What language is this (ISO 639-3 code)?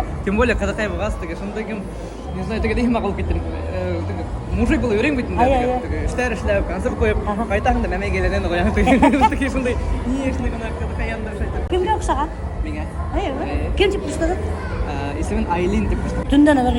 bak